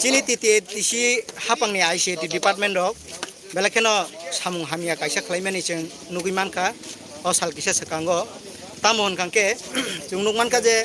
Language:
Kok Borok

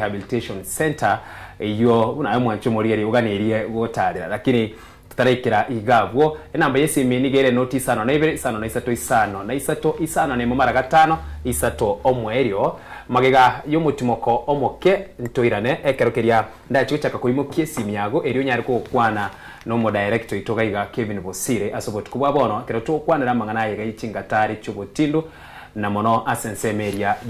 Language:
Gusii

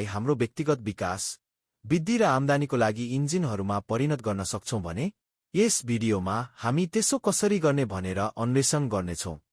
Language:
Nepali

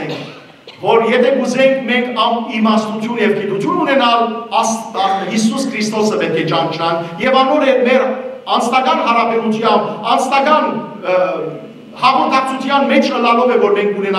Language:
Western Armenian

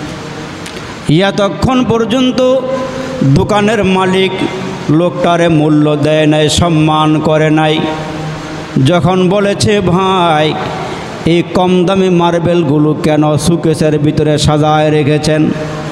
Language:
Bangla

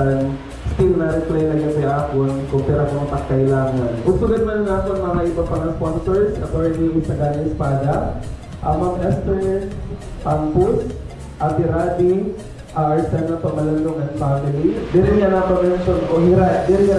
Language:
Waray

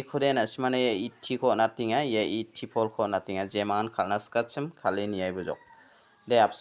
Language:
Garo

